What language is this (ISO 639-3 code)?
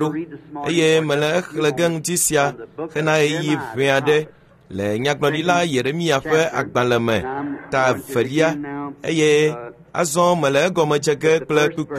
ewe